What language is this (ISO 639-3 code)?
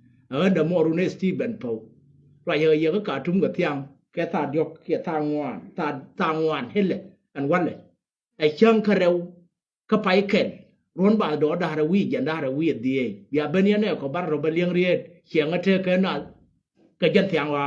nus